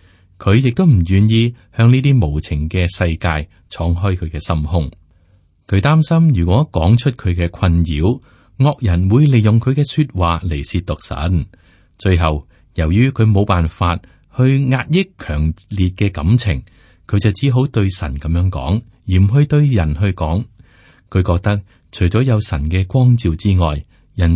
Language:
Cantonese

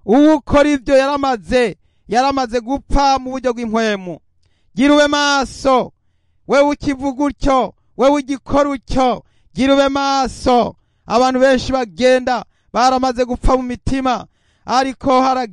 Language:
Rundi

